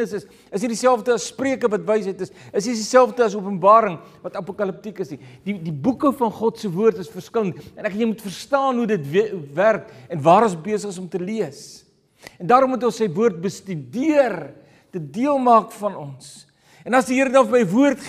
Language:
Afrikaans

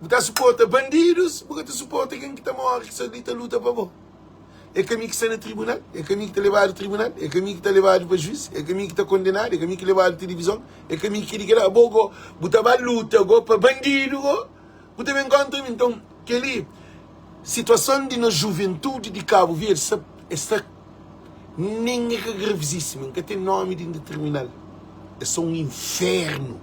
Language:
Kabuverdianu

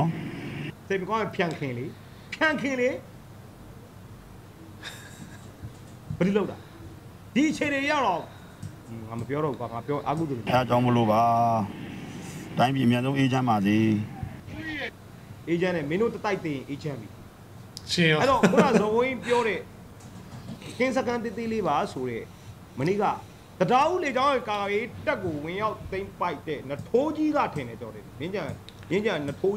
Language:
Burmese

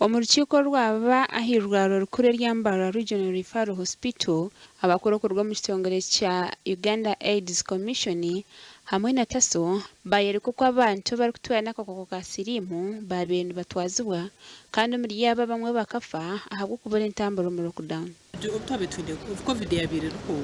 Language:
Nyankole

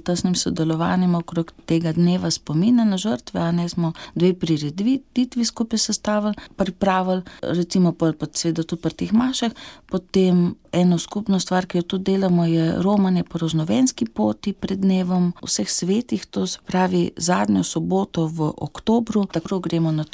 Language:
Slovenian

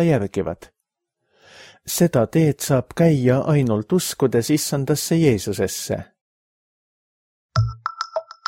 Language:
Estonian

